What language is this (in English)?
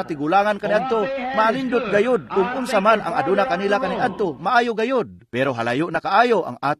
Cebuano